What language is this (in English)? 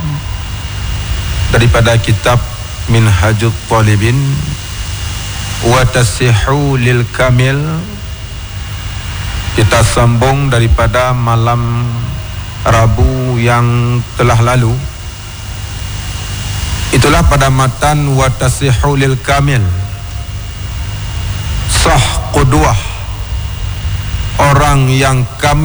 Malay